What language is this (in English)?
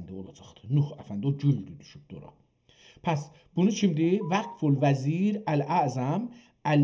South Azerbaijani